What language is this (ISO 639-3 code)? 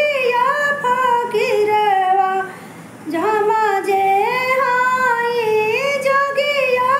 bho